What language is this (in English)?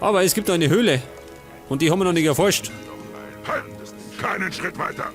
Bavarian